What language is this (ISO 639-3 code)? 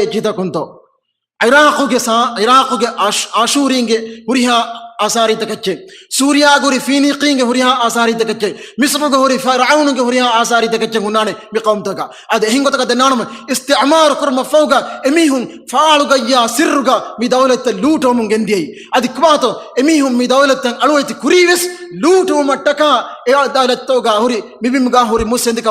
div